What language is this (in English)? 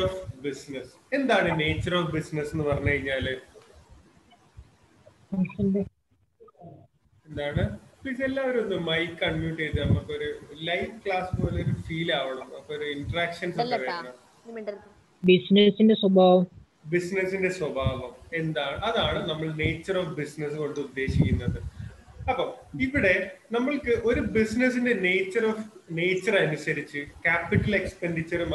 Malayalam